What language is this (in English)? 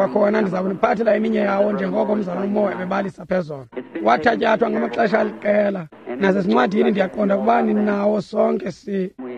Xhosa